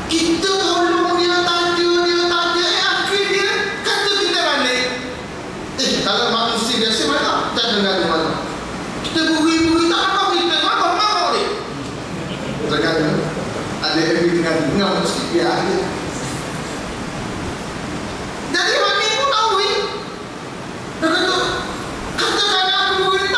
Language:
Malay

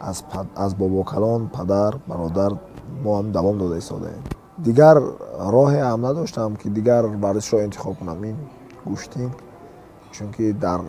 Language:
Tajik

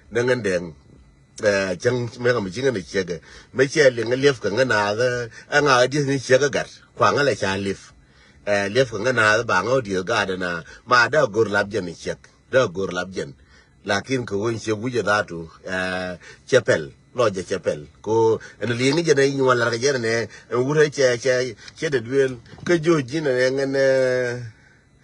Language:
Nuer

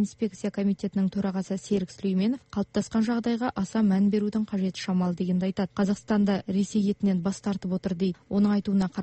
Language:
Kazakh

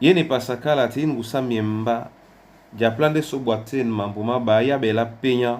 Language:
Duala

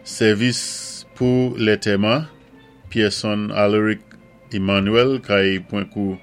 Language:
Saint Lucian Creole French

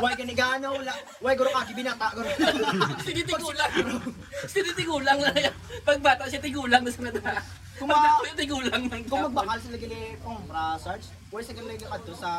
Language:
Hiligaynon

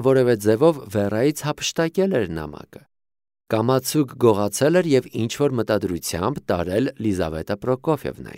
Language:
Armenian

